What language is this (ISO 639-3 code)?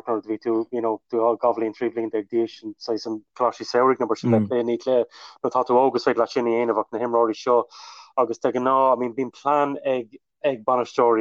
gle